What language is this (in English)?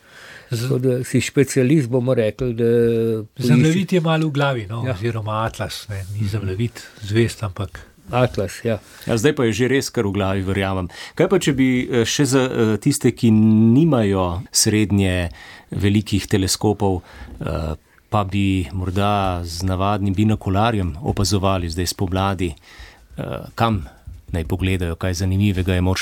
Slovenian